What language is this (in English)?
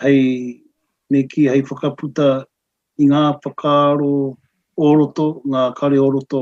Māori